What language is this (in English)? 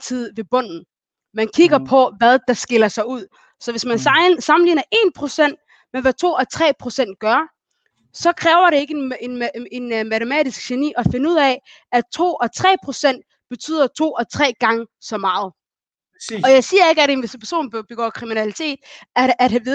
Danish